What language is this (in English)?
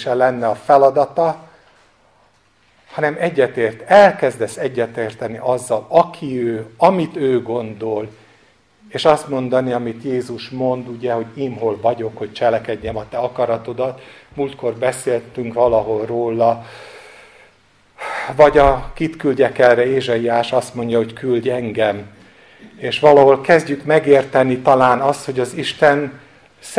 Hungarian